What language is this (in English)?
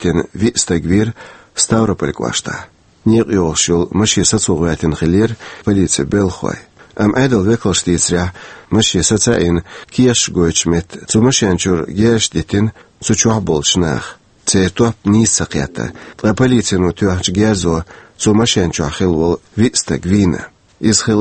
Chechen